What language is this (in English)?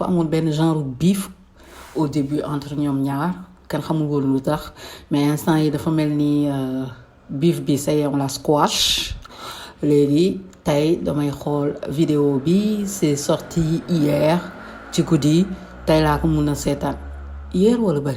Wolof